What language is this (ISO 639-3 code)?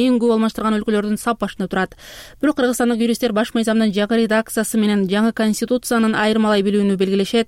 kir